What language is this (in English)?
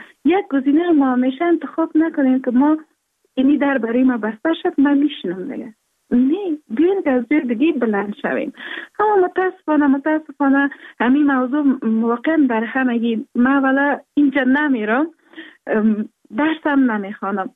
Persian